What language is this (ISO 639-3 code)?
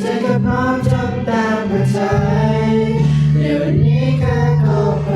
lhu